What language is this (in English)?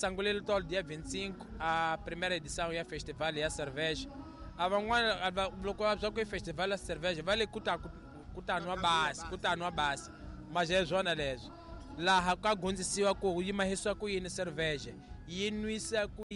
Tsonga